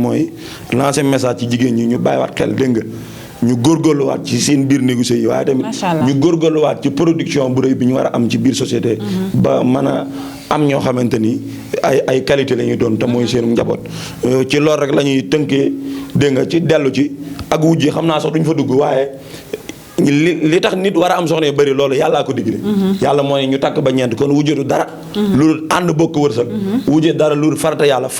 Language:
Wolof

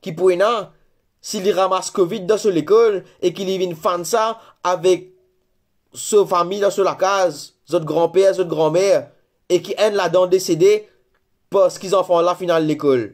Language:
Morisyen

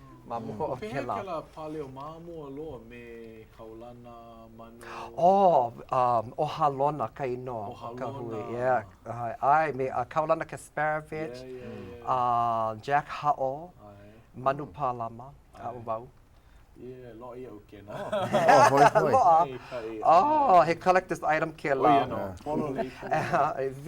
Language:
Hawaiian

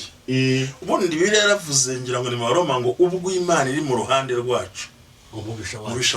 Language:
Kinyarwanda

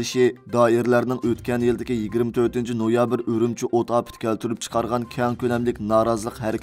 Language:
Uyghur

